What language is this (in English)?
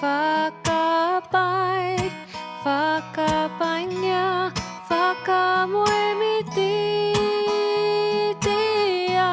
Māori